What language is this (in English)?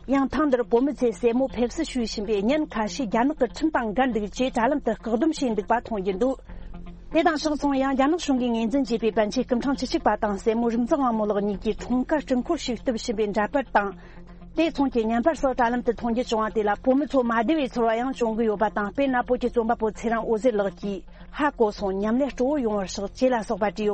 Tibetan